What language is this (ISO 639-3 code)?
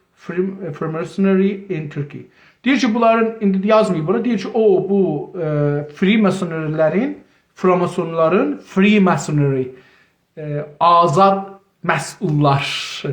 azb